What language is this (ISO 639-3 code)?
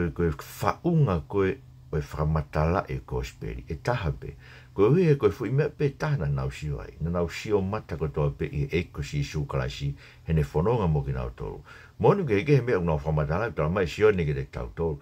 ton